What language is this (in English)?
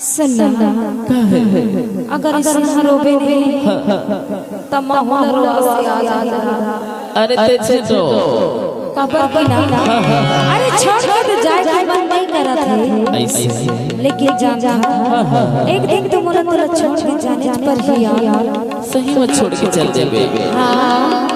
Chhattisgarhi